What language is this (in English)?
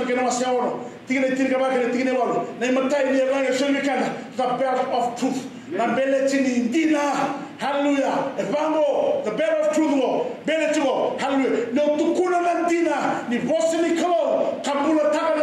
Fijian